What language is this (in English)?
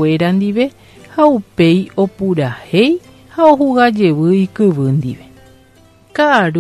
Guarani